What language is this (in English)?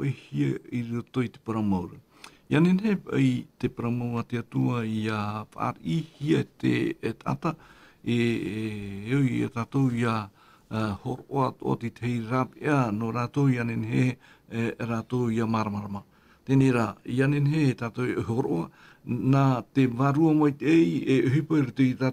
Tahitian